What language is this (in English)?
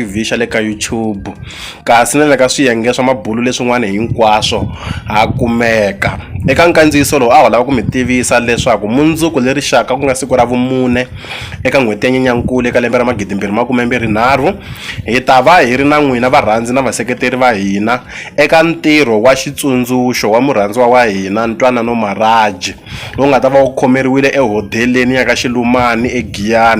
Tsonga